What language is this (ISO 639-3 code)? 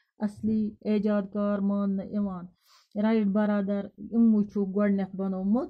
kas